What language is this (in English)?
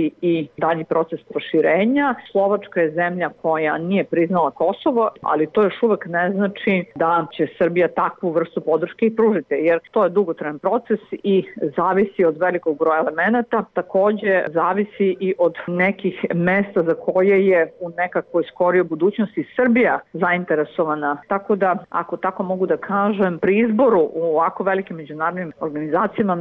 Serbian